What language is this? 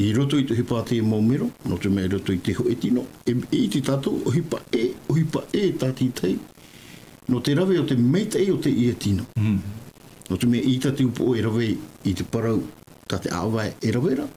Tahitian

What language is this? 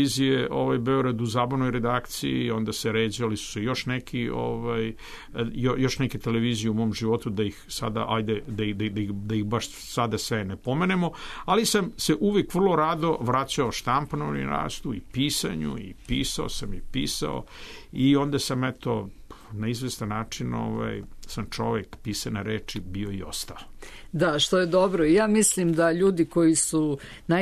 Serbian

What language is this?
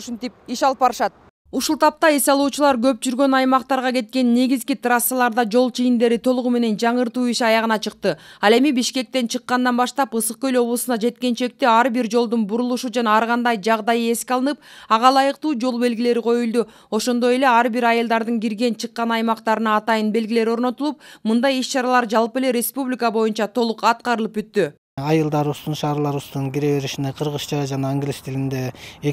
Kyrgyz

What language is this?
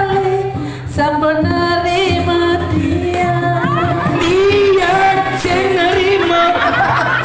Balinese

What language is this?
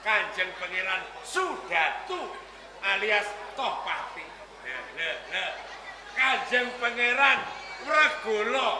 Javanese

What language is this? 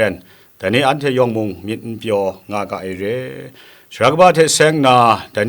Kachin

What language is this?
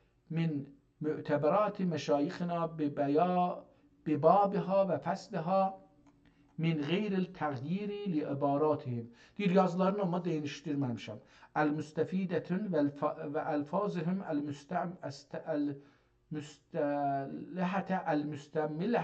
South Azerbaijani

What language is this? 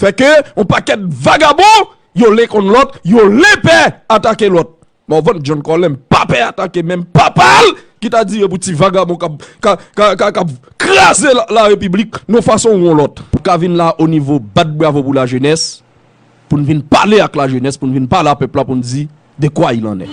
Haitian Creole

